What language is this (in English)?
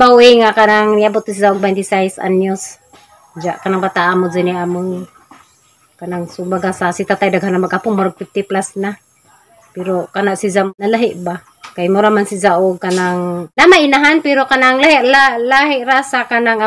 Cebuano